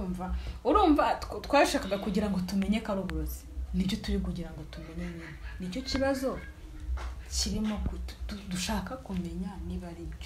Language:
Kinyarwanda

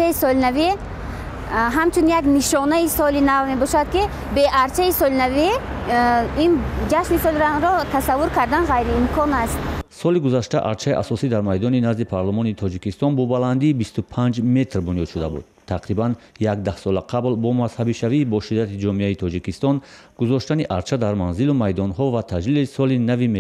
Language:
Tajik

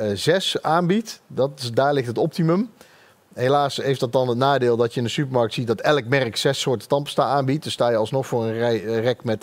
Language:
Dutch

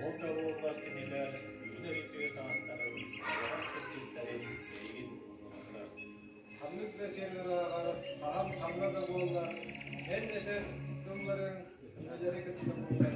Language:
Yakut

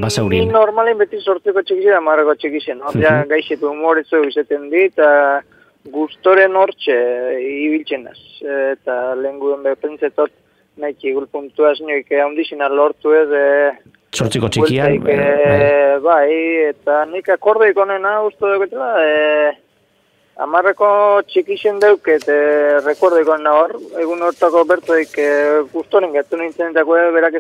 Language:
Basque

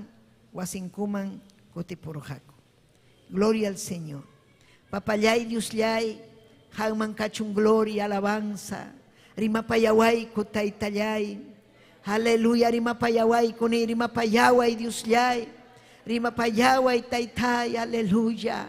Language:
Ayacucho Quechua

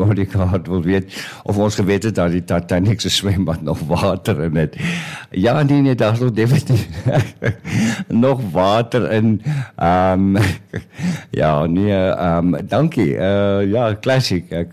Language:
Afrikaans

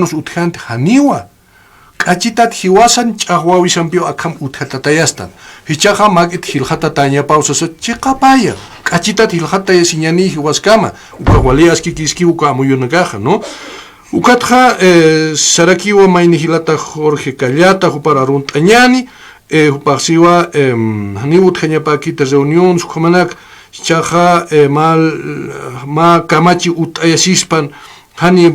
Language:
Aymara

